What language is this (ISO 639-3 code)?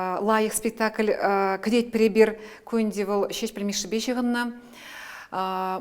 chv